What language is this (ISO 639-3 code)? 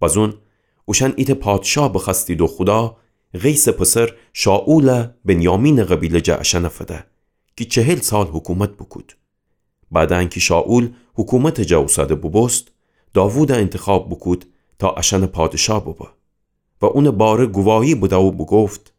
glk